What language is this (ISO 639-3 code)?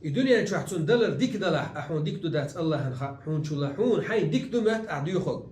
che